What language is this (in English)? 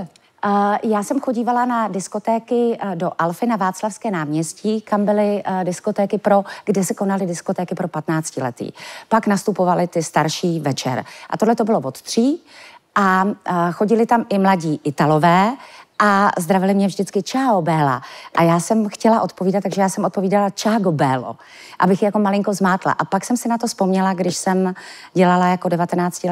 Czech